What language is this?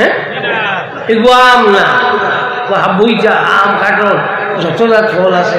Sylheti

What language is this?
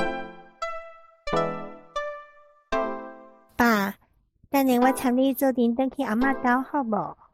Min Nan Chinese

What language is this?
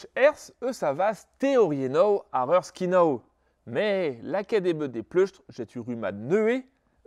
Breton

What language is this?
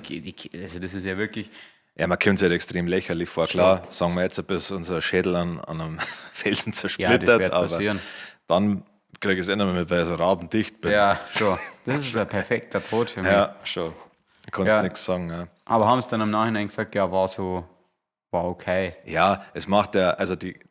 Bavarian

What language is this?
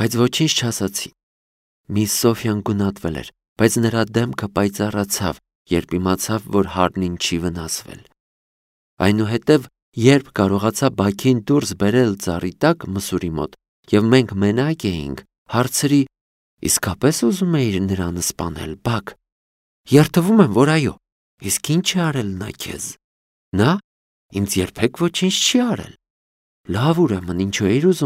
Armenian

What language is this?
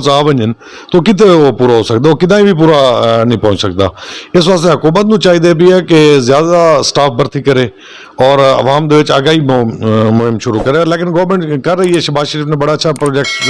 Western Panjabi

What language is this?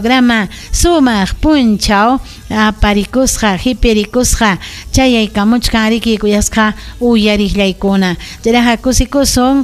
Ayacucho Quechua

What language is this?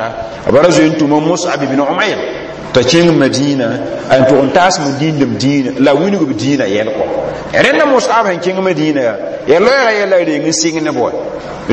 Mossi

